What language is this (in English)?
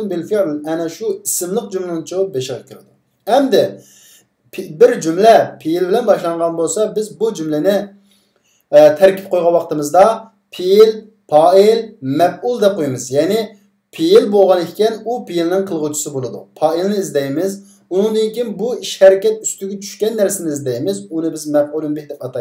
Uyghur